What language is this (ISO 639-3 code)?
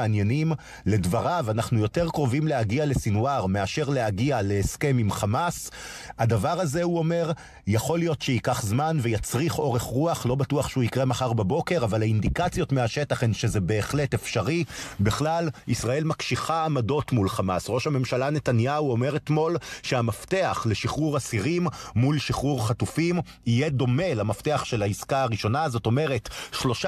heb